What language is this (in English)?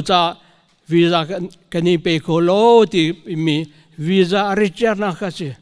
Hakha Chin